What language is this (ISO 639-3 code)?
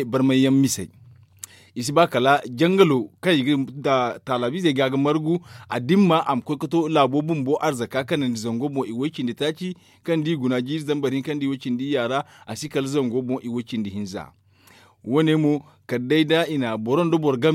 dje